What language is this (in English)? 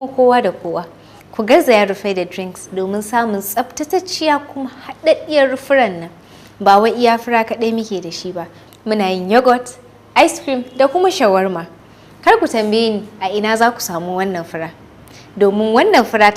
Hausa